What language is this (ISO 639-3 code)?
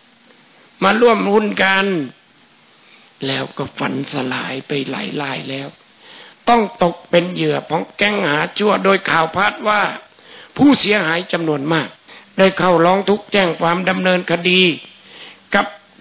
tha